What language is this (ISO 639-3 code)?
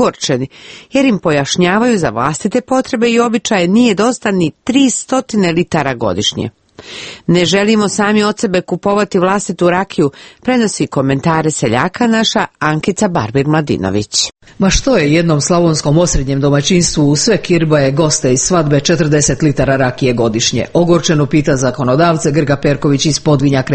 hrv